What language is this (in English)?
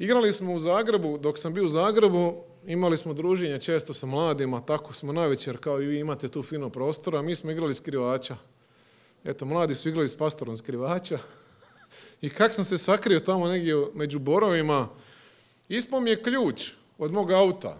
Croatian